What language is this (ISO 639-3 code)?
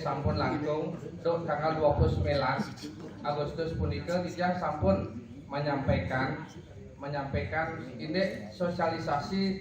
ban